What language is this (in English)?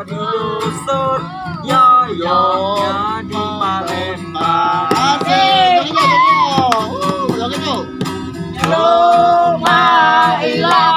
Musi